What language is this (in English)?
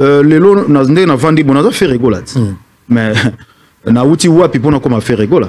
Lingala